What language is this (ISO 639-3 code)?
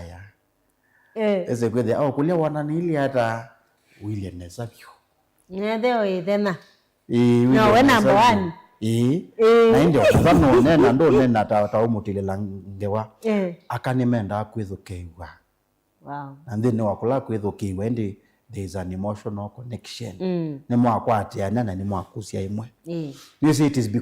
kam